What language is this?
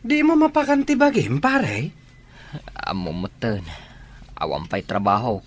Iloko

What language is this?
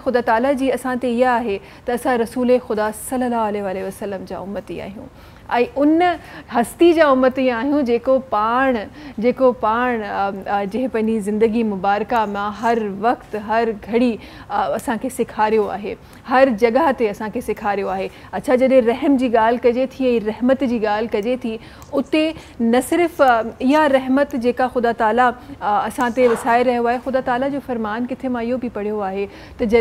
Sindhi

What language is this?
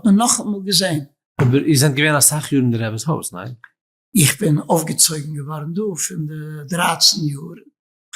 Yiddish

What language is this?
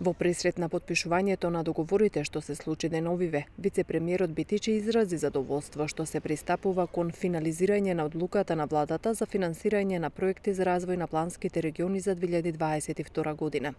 Macedonian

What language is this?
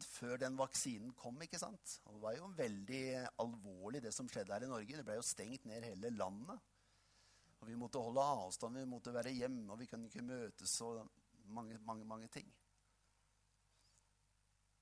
Norwegian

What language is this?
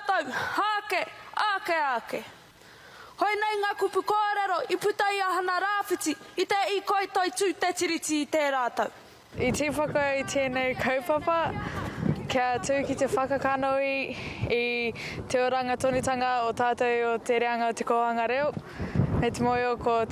Māori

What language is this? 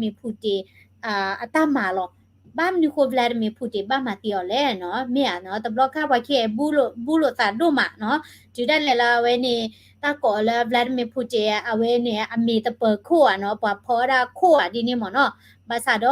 S'gaw Karen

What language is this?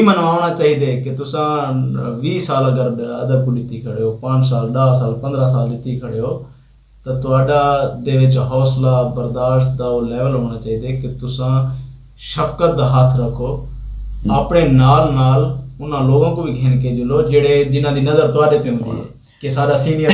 Saraiki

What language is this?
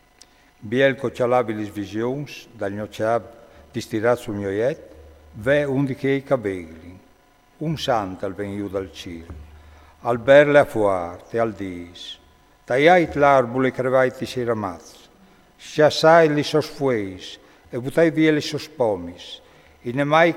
Friulian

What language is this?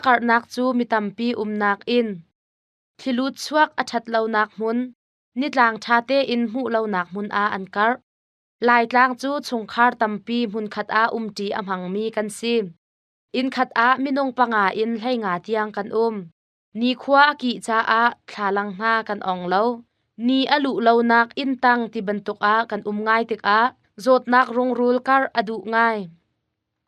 Hakha Chin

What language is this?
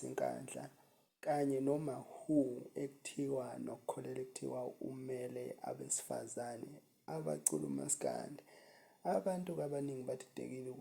Zulu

